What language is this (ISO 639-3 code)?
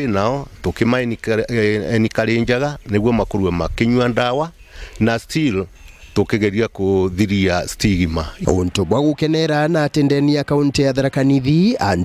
mer